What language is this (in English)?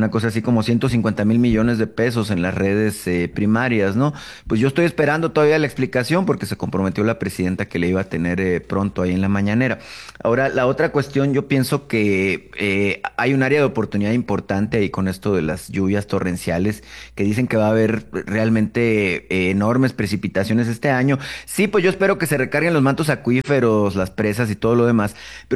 Spanish